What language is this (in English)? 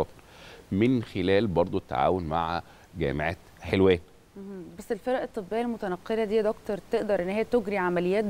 Egyptian Arabic